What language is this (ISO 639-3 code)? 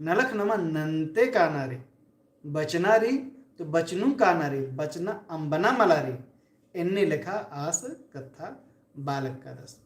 kru